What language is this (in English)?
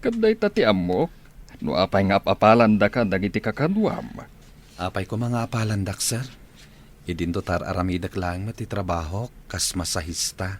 Iloko